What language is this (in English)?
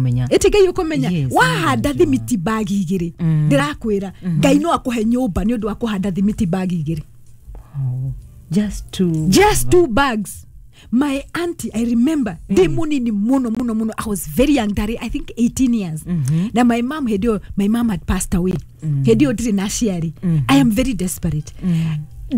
Kikuyu